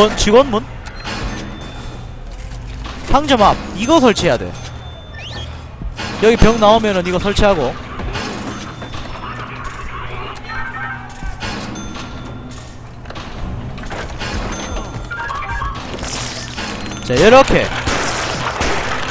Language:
Korean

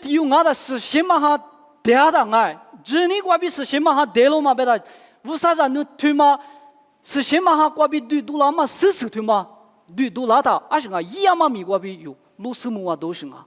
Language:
Lisu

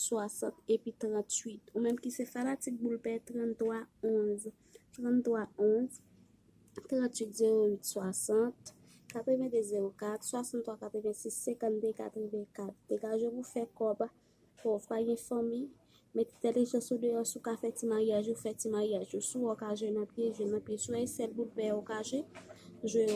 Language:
Haitian Creole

